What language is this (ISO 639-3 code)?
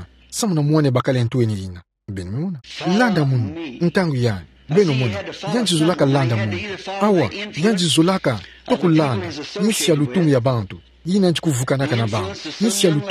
ktu